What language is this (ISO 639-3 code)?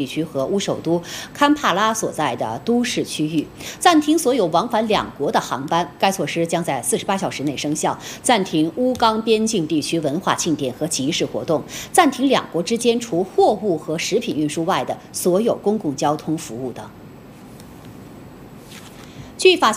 zho